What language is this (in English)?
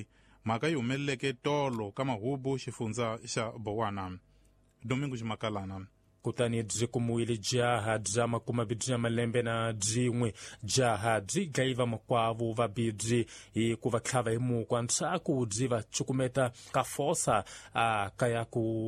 Tsonga